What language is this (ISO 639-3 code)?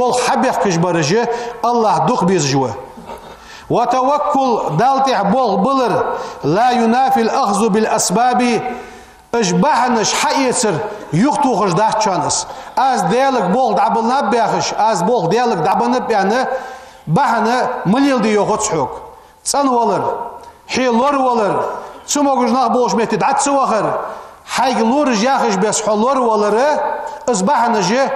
inh